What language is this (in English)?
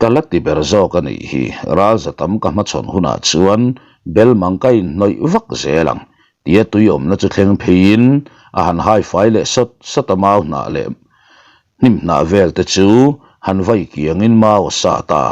Mizo